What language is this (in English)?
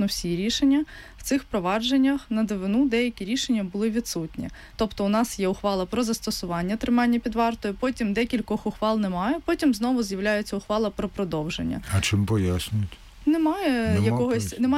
Ukrainian